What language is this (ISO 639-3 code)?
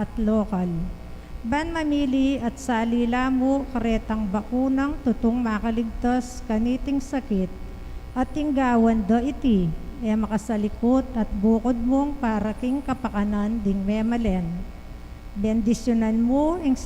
pam